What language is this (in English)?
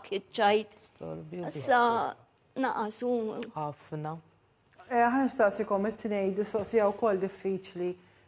Maltese